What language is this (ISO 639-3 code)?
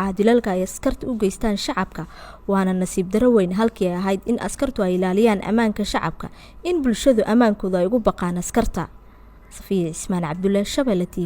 som